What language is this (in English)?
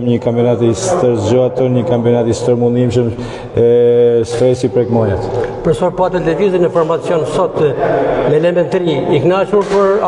Albanian